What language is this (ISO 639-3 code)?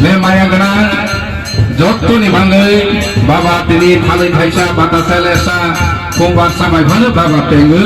trp